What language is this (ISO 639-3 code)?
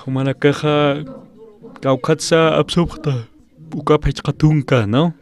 aym